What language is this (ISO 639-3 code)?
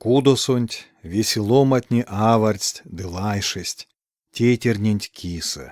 myv